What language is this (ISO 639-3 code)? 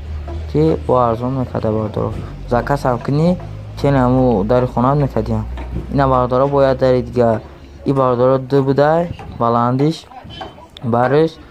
tgk